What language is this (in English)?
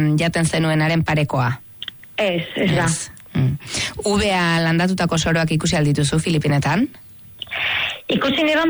Basque